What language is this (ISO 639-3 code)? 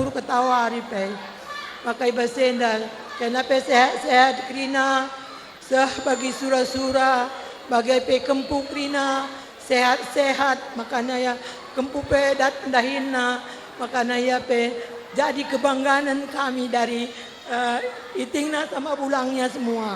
btx